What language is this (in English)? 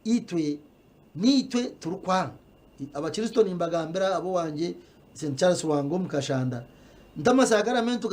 Nyankole